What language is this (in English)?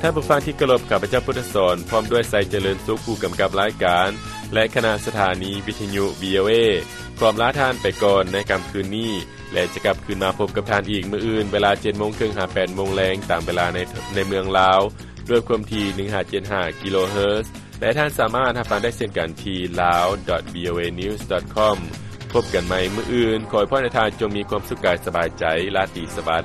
Lao